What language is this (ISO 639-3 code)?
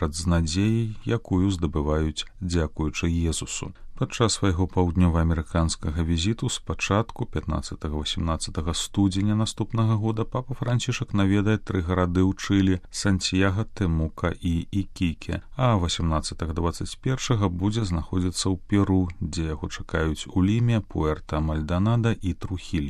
bel